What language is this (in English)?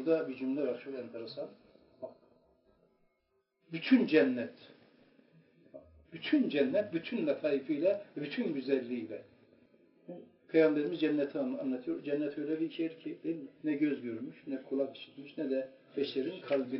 Turkish